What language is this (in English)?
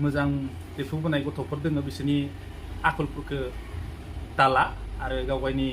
Bodo